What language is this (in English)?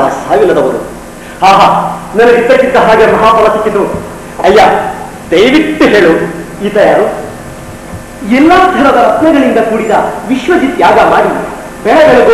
Kannada